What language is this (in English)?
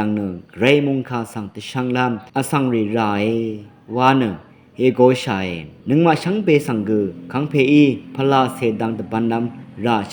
Rawang